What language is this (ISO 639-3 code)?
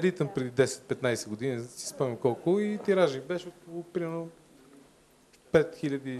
bul